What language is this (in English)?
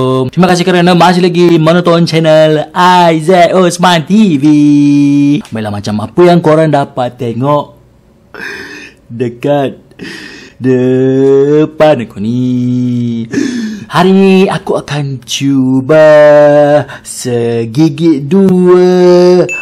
Malay